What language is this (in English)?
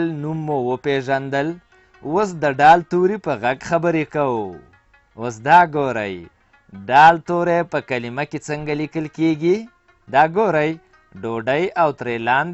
Pashto